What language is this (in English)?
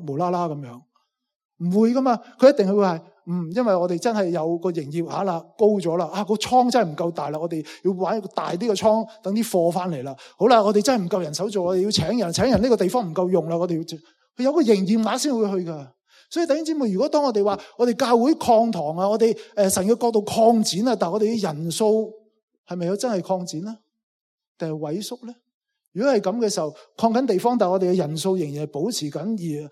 Cantonese